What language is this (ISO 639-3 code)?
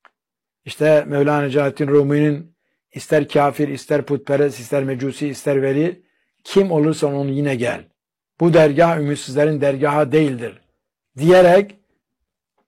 tur